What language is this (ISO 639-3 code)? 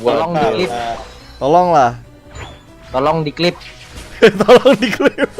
bjn